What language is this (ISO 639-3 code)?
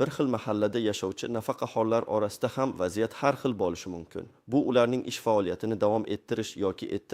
uzb